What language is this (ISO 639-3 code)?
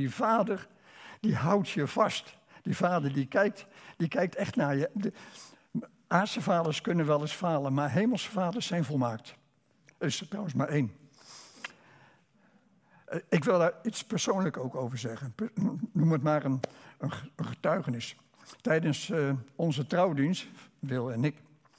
nld